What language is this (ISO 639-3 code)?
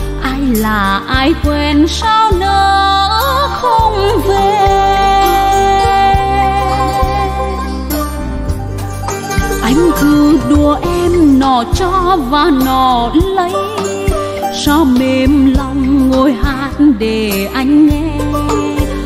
vie